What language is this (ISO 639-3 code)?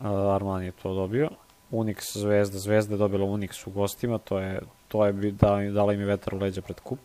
srp